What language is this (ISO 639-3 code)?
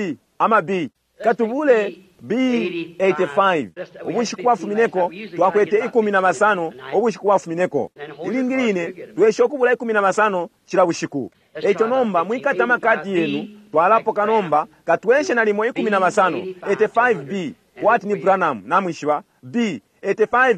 bem